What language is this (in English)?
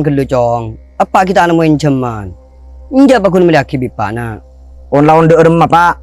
Madurese